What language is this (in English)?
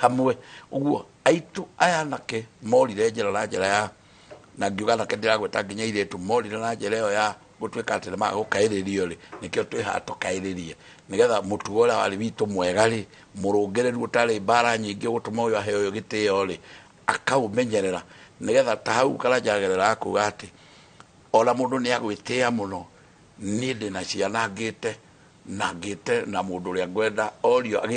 Kikuyu